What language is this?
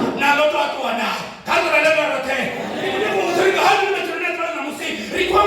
Venda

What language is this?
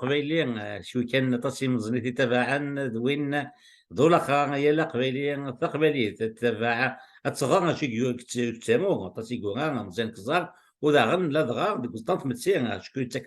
Kabyle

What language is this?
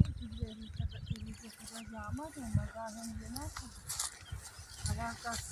Turkish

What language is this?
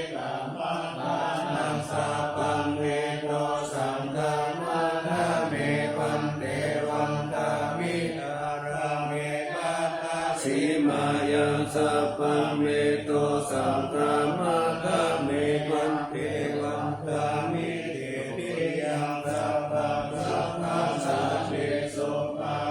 Pali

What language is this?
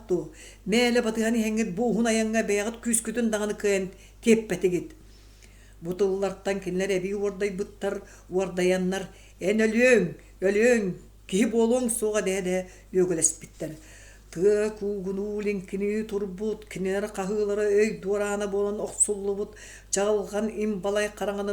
Yakut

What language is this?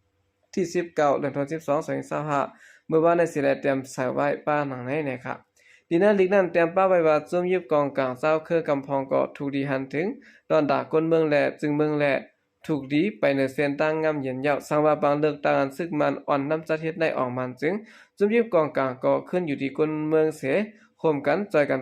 Shan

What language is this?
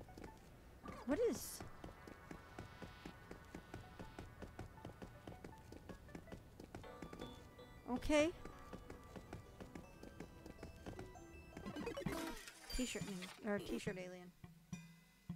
English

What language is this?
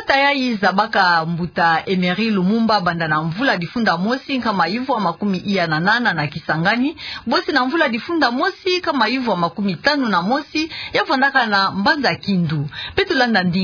Kituba (Democratic Republic of Congo)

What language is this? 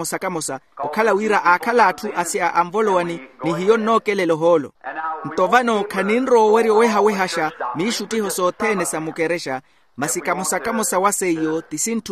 Makhuwa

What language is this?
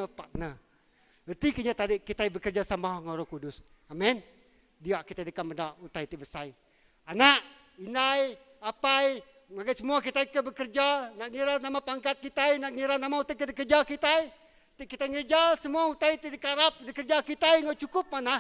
Iban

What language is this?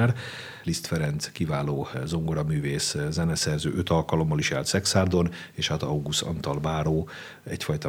Hungarian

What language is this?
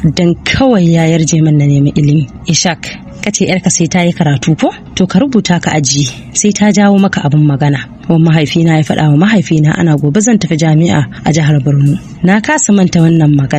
Hausa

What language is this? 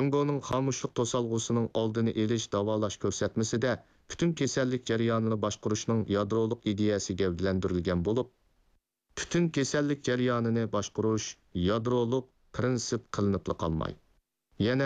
Uyghur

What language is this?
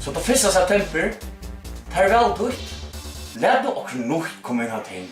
Faroese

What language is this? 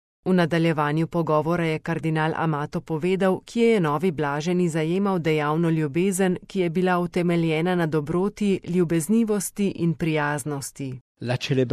Slovenian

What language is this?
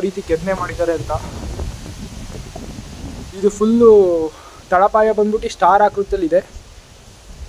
Kannada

